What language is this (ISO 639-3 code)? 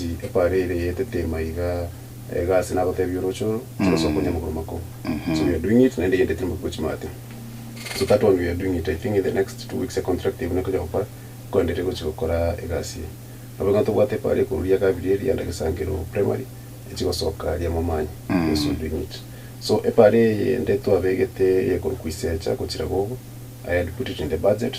guz